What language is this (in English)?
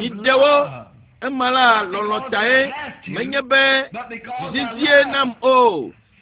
Ewe